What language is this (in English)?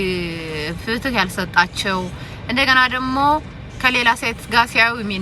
Amharic